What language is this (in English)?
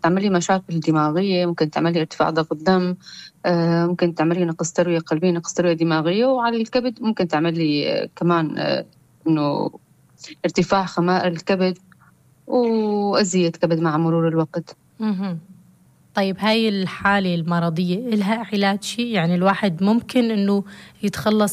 North Levantine Arabic